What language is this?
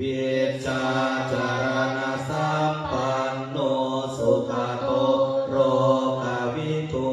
Pali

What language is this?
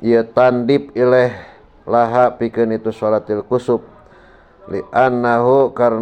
Sundanese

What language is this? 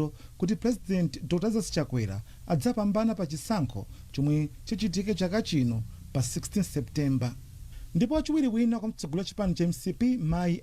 Nyanja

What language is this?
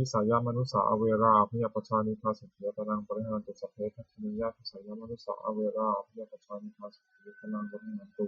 Pali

